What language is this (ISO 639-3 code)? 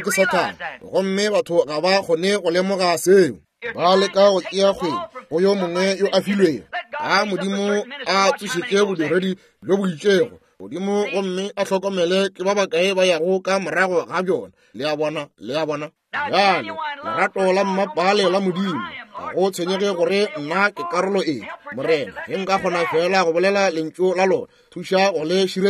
nso